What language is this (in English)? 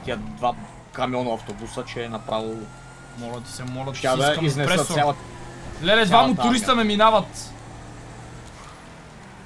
Bulgarian